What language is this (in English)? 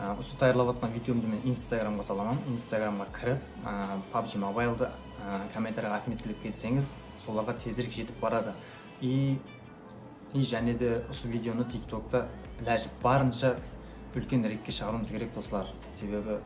Kara-Kalpak